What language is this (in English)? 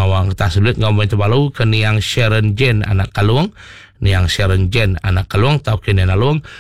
Iban